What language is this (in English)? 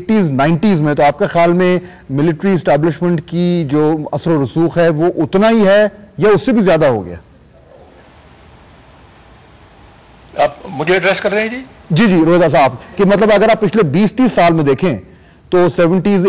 Urdu